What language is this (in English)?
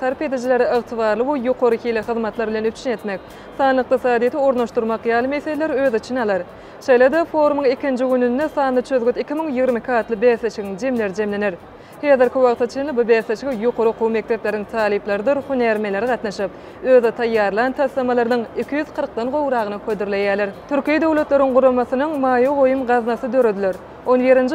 Turkmen